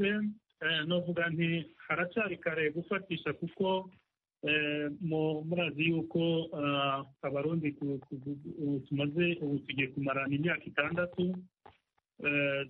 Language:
Kinyarwanda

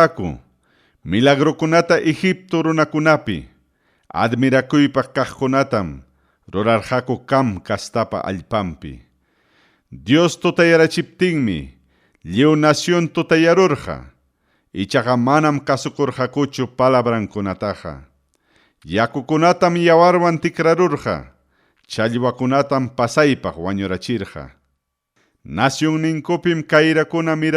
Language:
Ayacucho Quechua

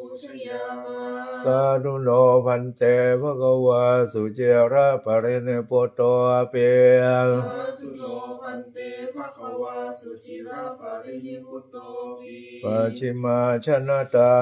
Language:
Pali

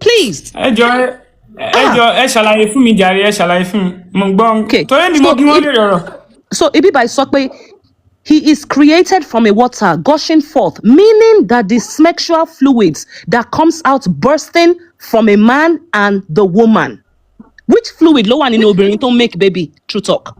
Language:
Yoruba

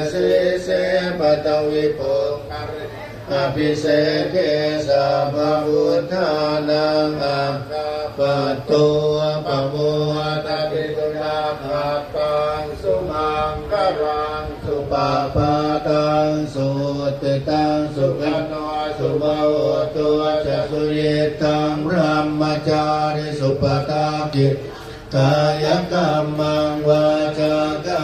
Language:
Pali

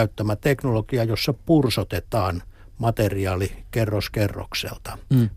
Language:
Finnish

